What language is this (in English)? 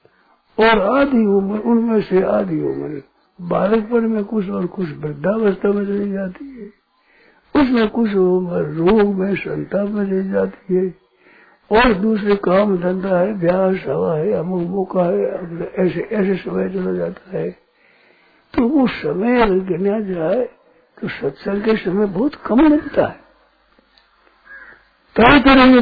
Hindi